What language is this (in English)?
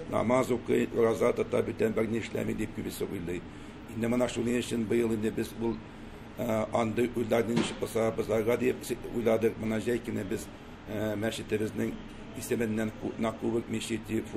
Tatar